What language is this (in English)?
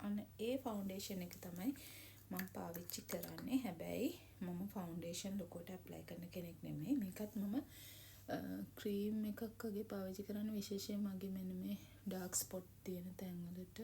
Sinhala